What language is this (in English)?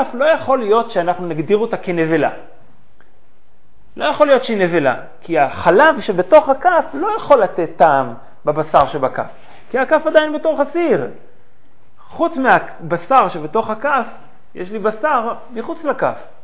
Hebrew